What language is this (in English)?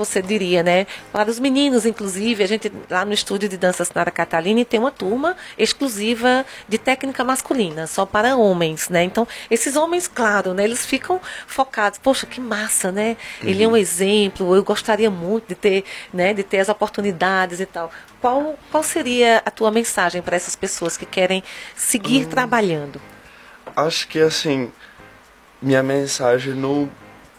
Portuguese